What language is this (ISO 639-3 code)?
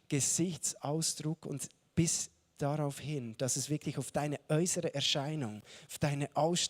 gsw